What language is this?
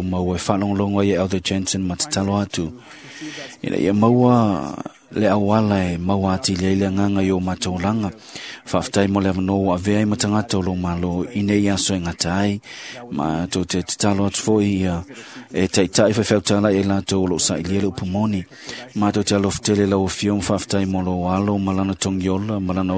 Samoan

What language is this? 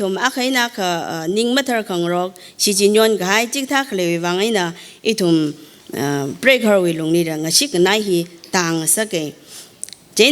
Tangkhul Naga (India)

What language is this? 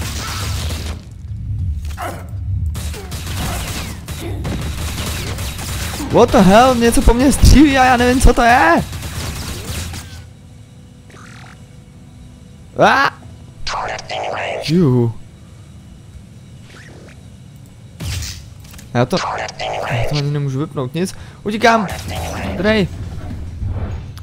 Czech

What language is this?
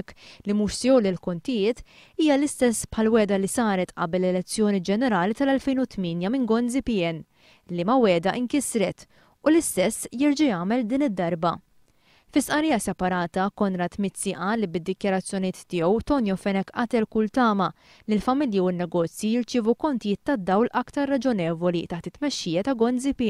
Maltese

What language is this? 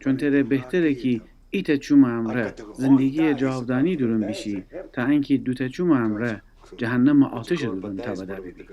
Gilaki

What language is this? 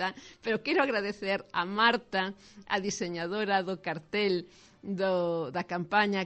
Galician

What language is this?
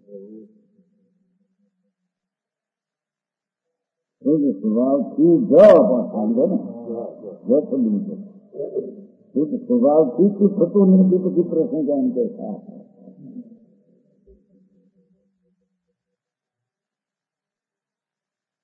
Gujarati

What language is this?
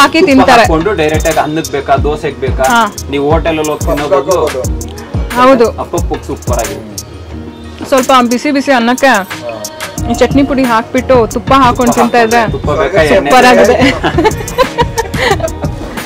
Kannada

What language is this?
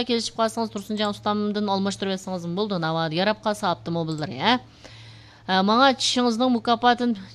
Uyghur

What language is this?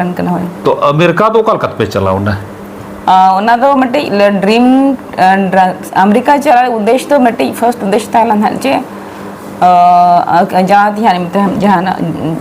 Santali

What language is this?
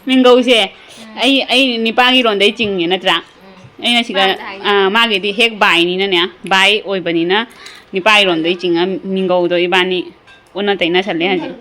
Manipuri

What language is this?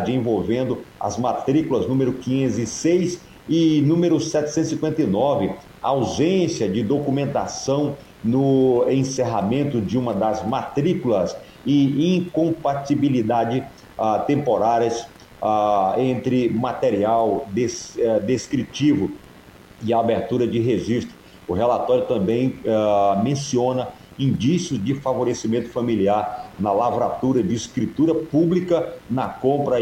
Portuguese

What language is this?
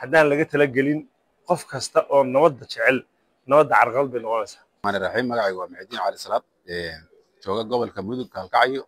Somali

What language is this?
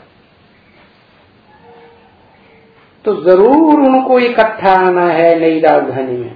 Hindi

